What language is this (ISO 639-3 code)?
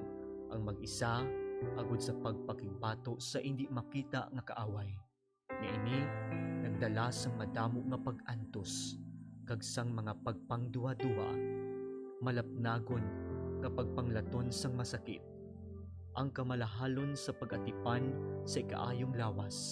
hil